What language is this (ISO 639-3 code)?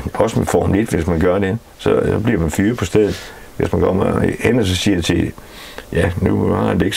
dan